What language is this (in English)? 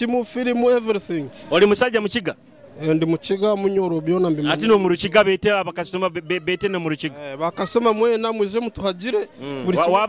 Nyoro